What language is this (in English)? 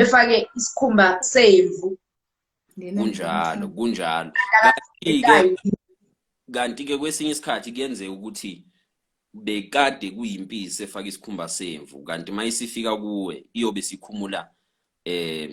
Zulu